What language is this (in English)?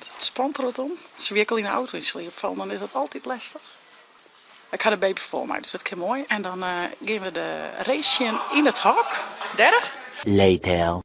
Western Frisian